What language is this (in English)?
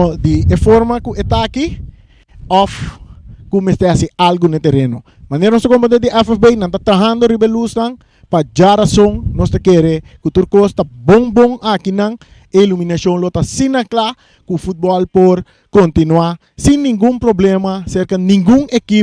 Papiamento